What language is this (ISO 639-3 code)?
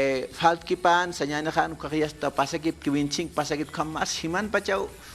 aym